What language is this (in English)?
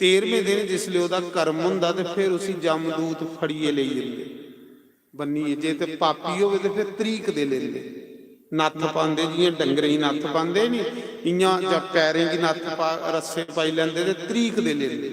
Dogri